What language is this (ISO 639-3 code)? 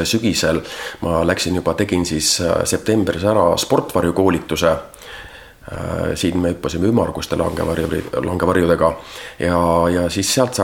est